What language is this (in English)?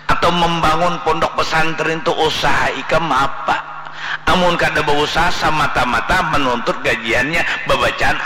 Banjar